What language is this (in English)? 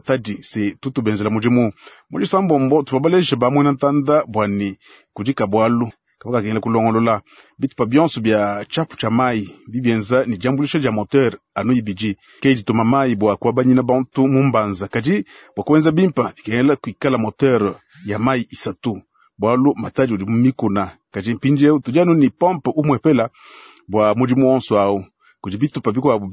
Luba-Lulua